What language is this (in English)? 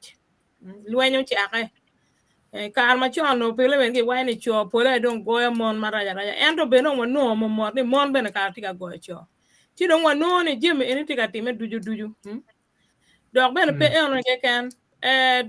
Acoli